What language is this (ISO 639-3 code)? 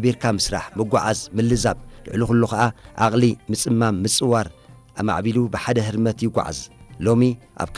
tir